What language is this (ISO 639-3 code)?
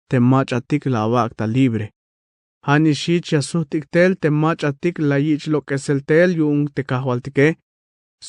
tzh